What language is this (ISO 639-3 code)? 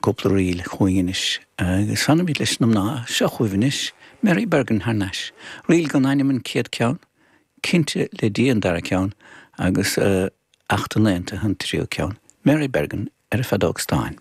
gle